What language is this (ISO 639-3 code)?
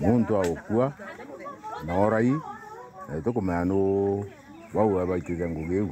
mer